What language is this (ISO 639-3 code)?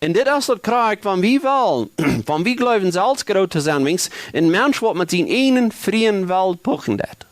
pdt